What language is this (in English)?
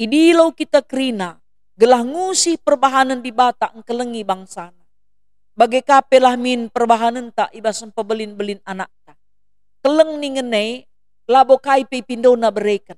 Batak Karo